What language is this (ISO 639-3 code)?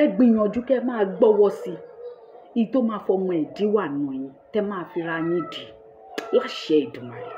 yor